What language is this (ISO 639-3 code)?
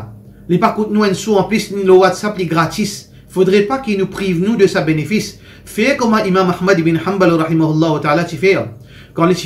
mfe